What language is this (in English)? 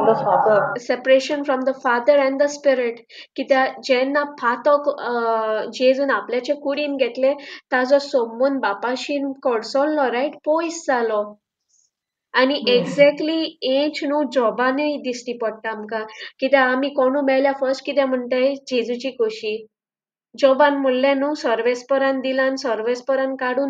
Konkani